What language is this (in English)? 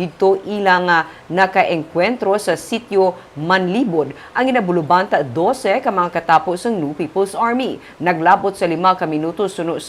Hiligaynon